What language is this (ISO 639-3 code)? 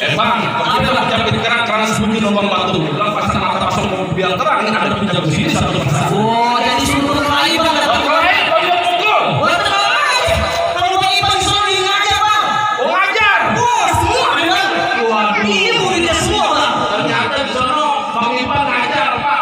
bew